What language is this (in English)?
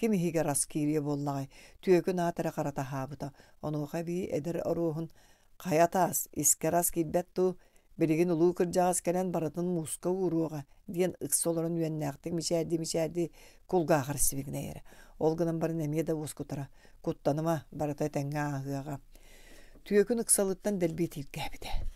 Yakut